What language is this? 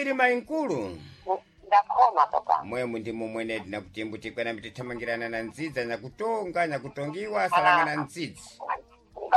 Sena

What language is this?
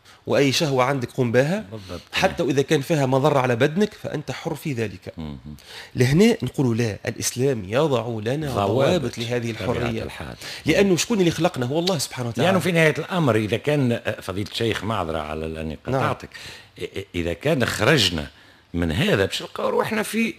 Tunisian Arabic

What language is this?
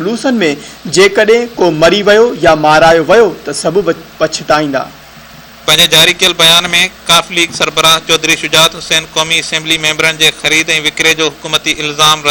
Sindhi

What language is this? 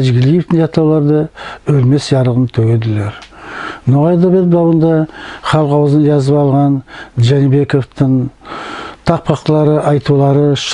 Nogai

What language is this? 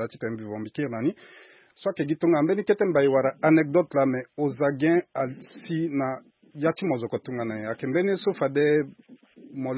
Sango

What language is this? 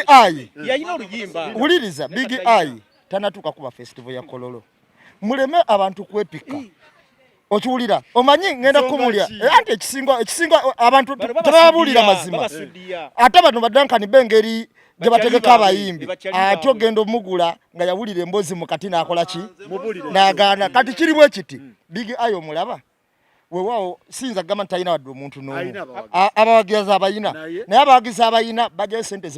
Ganda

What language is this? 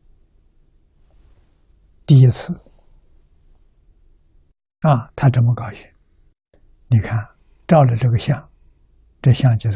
Chinese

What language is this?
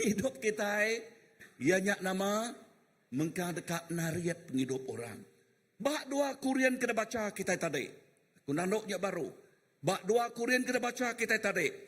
Iban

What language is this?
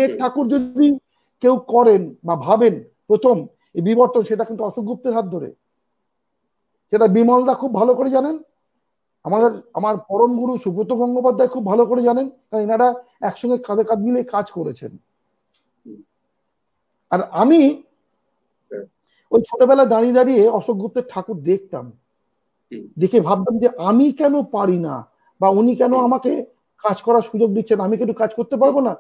Bangla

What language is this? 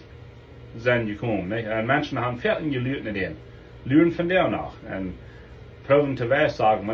Plautdietsch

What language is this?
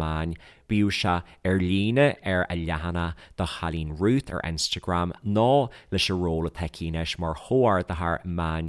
Irish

